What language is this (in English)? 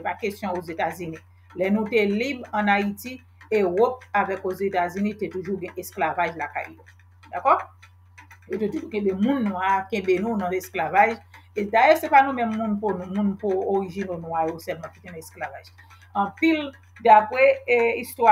Haitian Creole